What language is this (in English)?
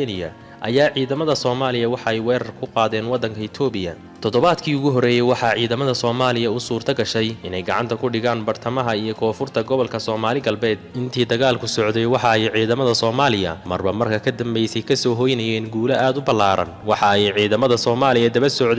Somali